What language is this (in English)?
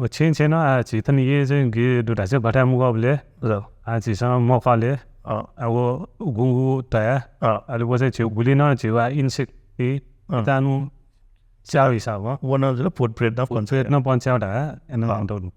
Newari